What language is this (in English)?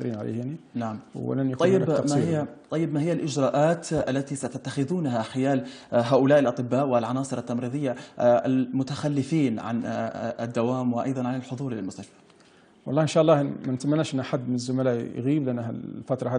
Libyan Arabic